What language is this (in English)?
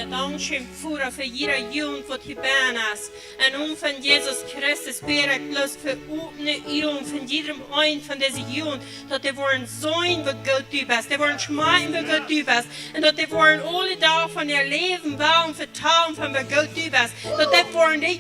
Plautdietsch